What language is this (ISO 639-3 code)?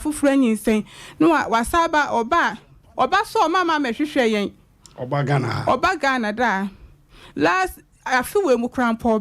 aka